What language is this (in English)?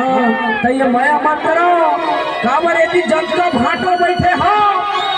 Chhattisgarhi